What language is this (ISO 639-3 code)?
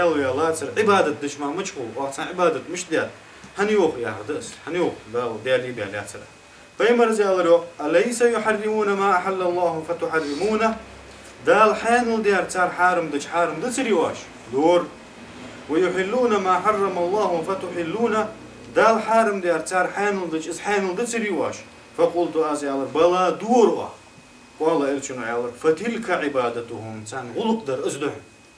inh